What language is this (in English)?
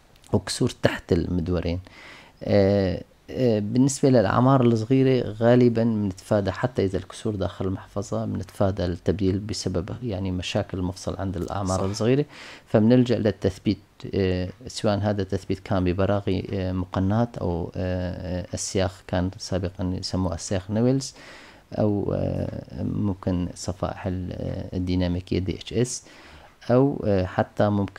North Levantine Arabic